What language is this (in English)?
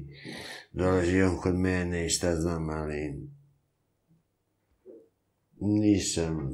Serbian